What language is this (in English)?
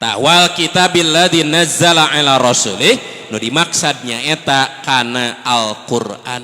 Sundanese